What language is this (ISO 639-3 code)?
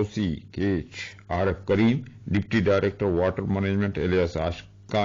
bgp